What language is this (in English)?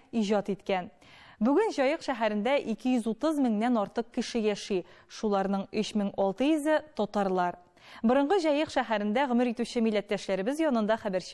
Tatar